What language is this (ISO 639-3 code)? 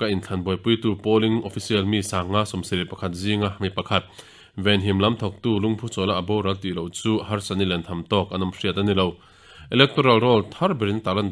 lus